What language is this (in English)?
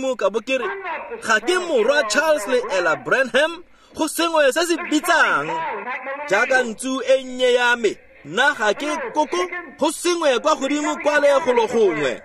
Tswana